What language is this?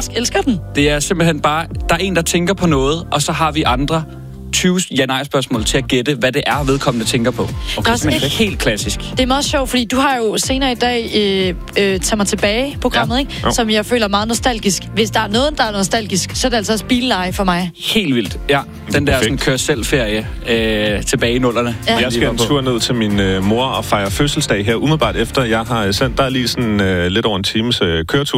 Danish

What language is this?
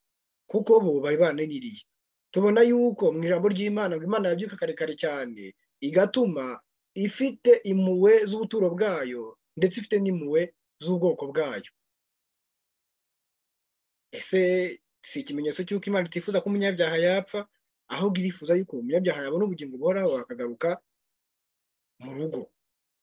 Kinyarwanda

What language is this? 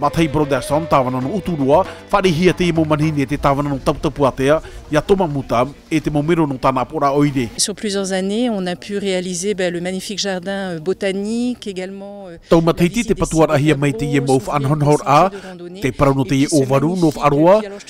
Tahitian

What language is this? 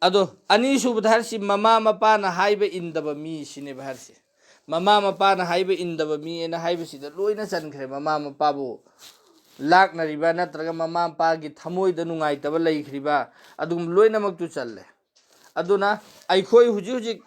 Manipuri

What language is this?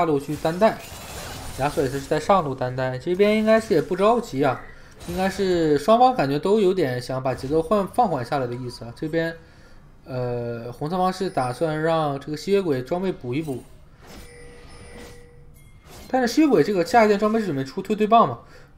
Chinese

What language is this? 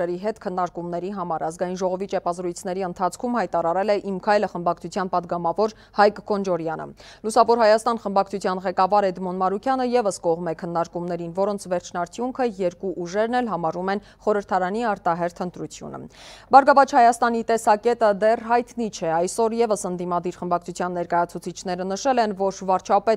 Armenian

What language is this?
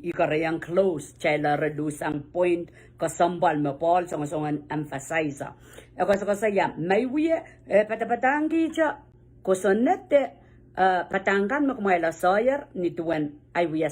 Pohnpeian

